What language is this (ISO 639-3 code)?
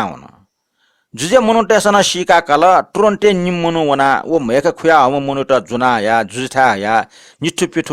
new